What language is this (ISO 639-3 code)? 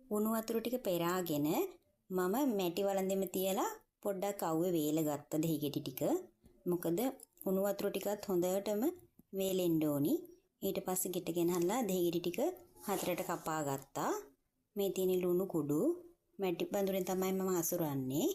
sin